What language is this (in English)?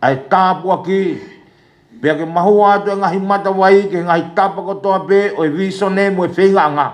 Tongan